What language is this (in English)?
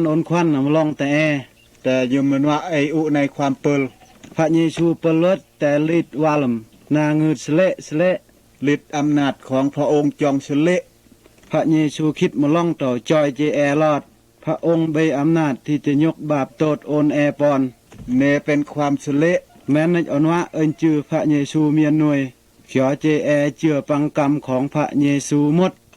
Mal